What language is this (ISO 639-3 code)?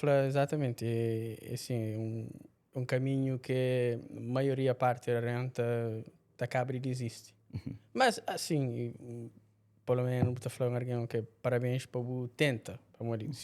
kea